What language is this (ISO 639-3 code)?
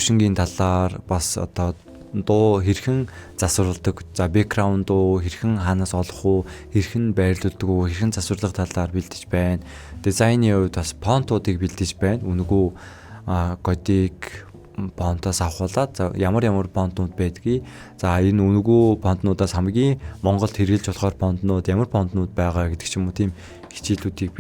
mon